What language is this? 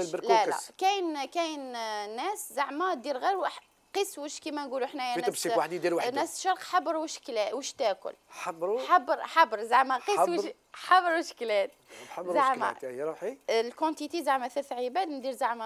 Algerian Arabic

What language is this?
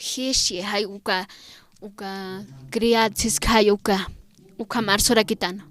Aymara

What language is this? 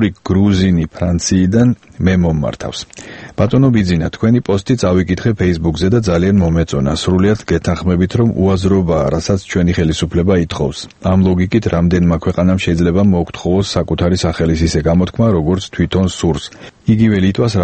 Georgian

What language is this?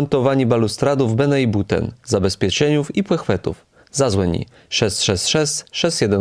Kashubian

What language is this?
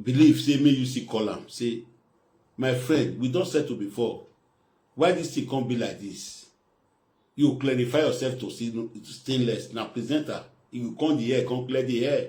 Nigerian Pidgin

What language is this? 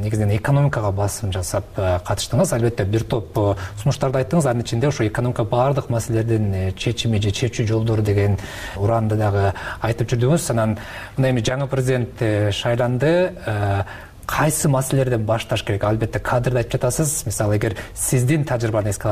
Kyrgyz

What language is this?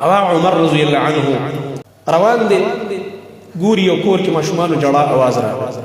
Pashto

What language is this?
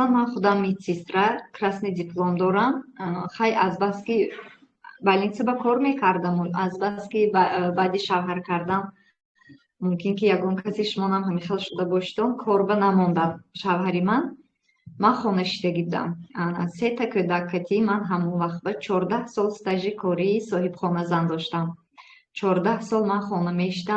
Tajik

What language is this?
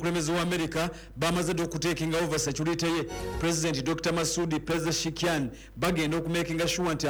Ganda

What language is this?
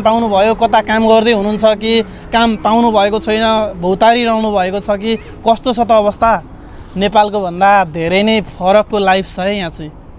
Nepali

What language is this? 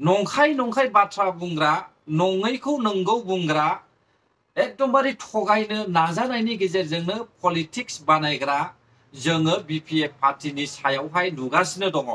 Bodo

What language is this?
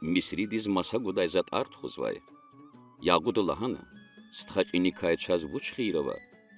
Lezghian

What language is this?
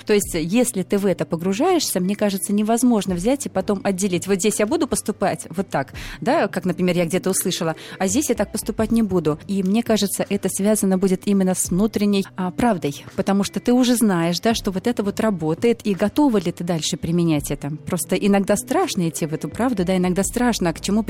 Russian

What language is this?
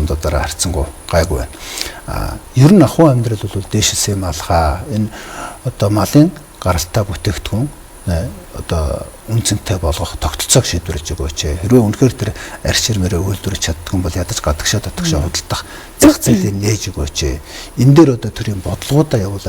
Mongolian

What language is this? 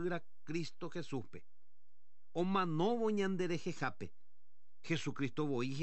Guarani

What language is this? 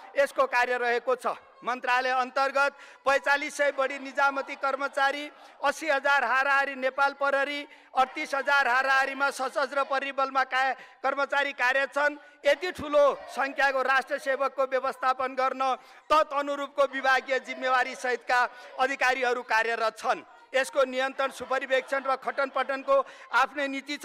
Nepali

